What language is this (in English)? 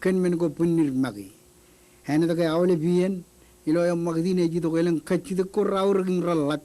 Marshallese